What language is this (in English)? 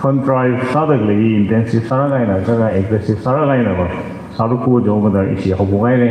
Tangkhul Naga (India)